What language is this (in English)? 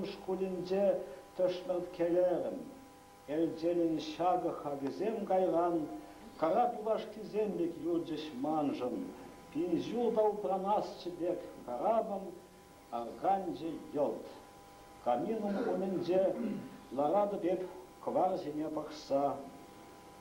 Chuvash